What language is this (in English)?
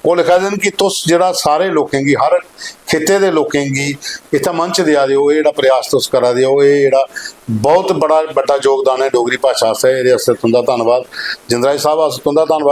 Dogri